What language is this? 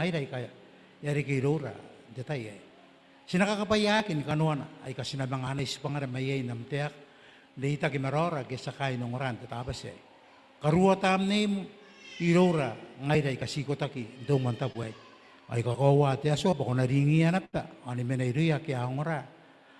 Gilbertese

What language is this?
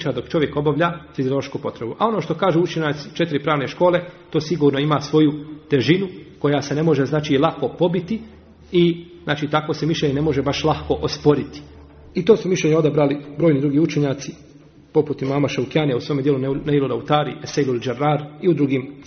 Bosnian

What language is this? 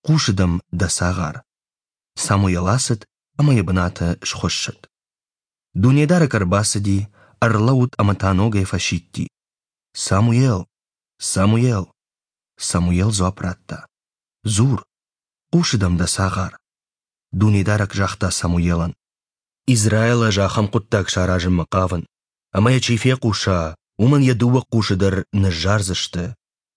Ossetic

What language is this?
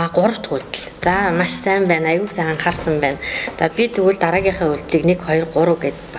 Mongolian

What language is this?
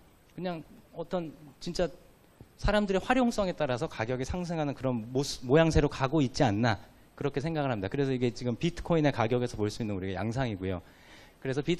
Korean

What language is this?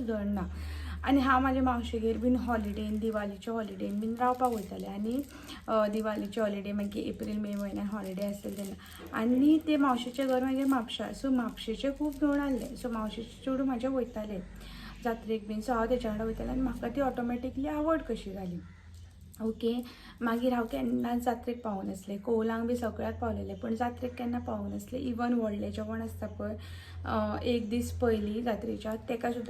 Konkani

